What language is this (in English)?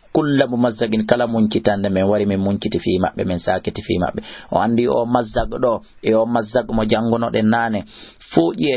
Fula